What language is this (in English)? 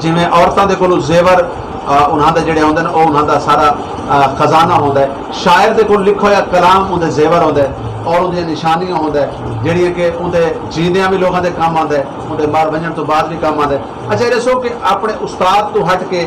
Saraiki